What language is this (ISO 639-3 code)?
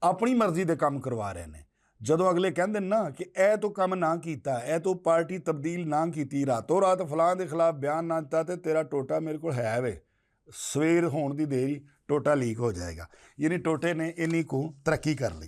lah